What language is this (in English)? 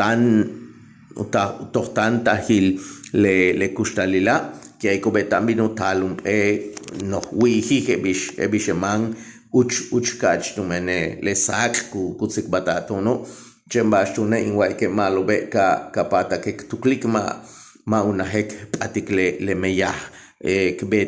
Yucateco